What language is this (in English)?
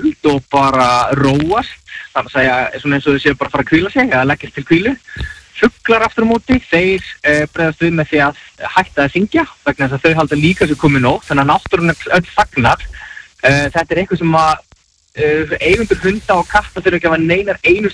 Icelandic